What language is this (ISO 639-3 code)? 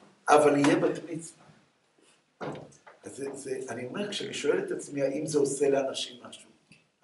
heb